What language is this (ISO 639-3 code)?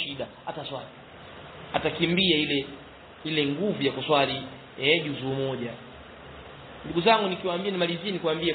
swa